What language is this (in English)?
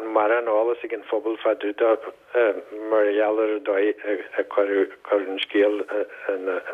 Irish